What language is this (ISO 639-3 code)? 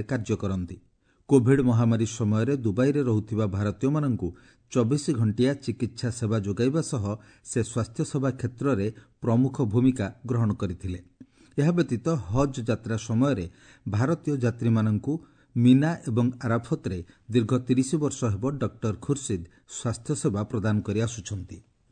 ori